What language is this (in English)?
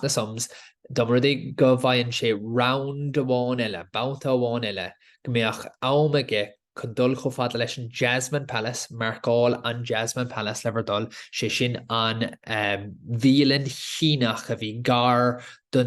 Irish